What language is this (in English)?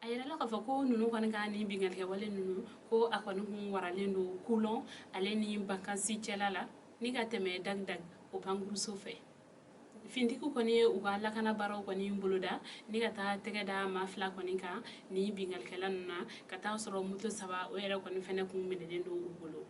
Bambara